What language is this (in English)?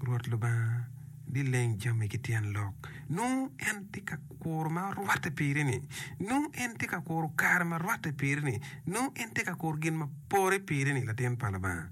Acoli